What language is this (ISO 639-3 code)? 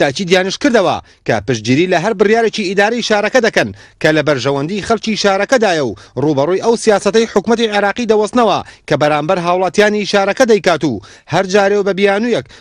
ckb